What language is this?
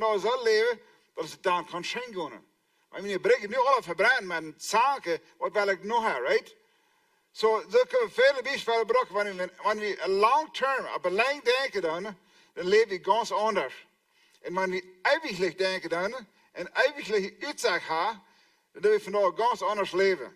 Plautdietsch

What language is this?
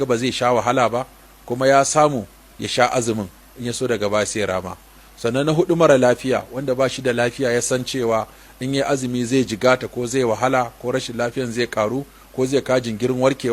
Hausa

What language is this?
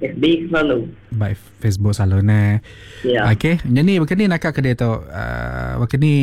Iban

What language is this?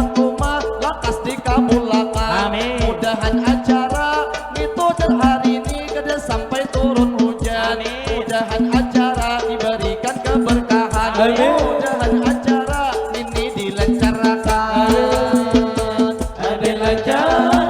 Banjar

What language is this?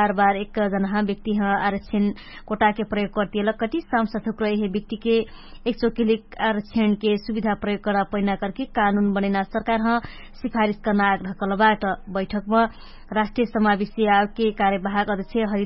Dangaura Tharu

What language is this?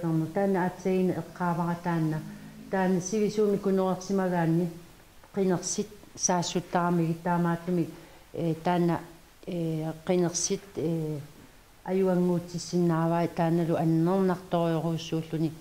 Kalaallisut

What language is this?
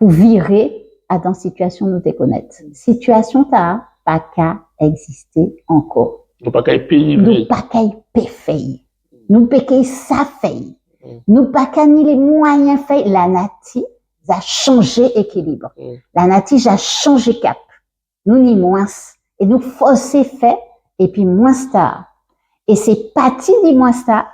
Guadeloupean Creole French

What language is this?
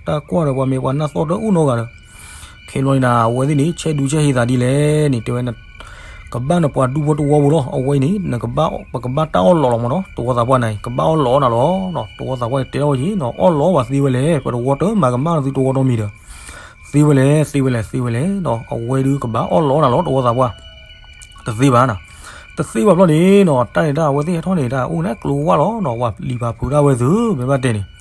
S'gaw Karen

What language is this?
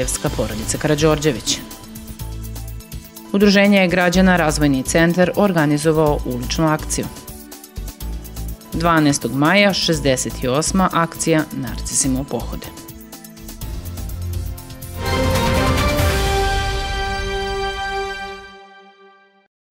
Serbian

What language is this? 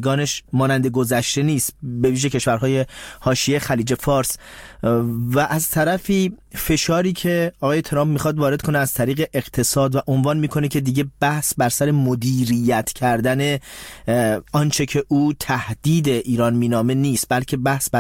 Persian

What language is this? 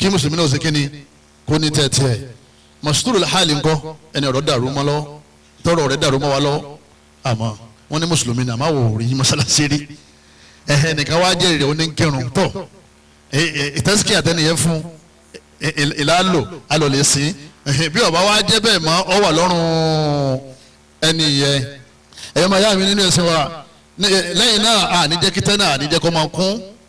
Yoruba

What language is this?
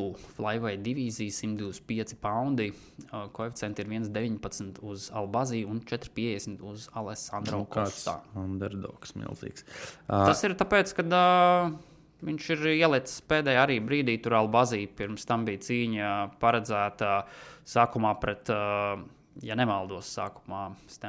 Latvian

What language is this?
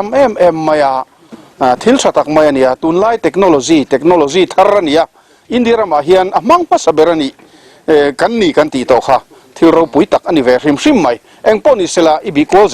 Mizo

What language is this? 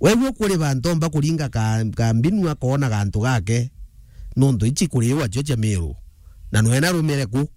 Meru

